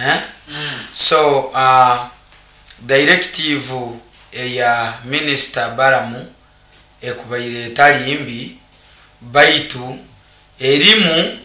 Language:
Nyoro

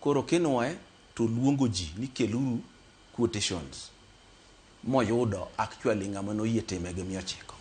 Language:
Luo (Kenya and Tanzania)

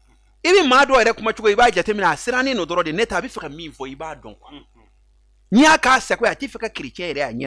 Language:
Bambara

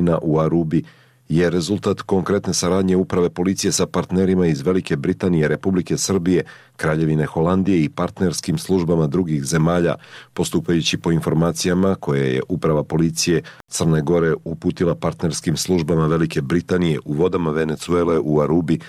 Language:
Serbian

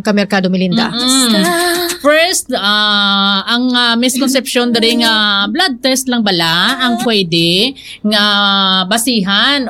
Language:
Hiligaynon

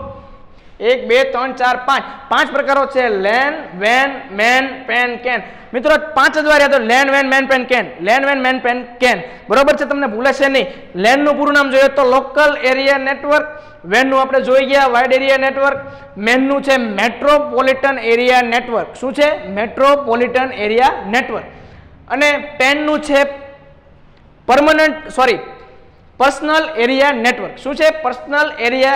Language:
Gujarati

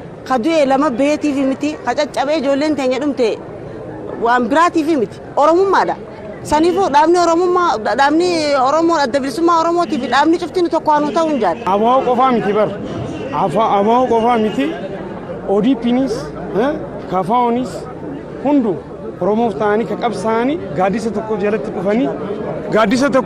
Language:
Oromo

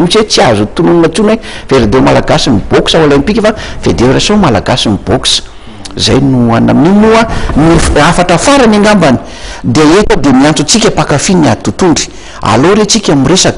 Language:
Malagasy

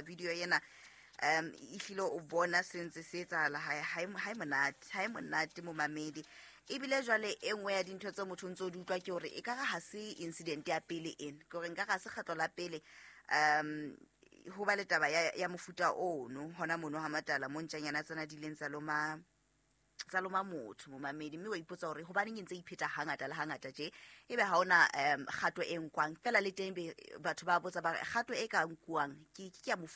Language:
Southern Sotho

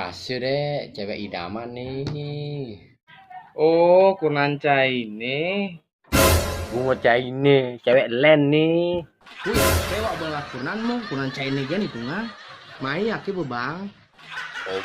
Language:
Balinese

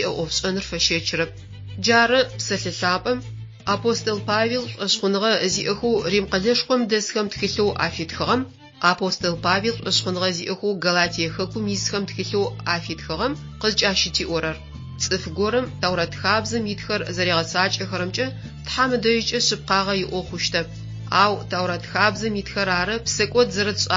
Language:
Adyghe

